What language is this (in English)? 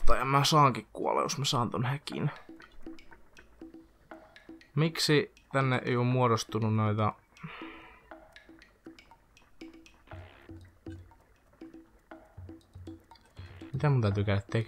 Finnish